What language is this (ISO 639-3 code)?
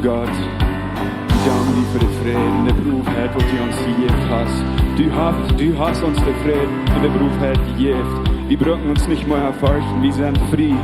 pdt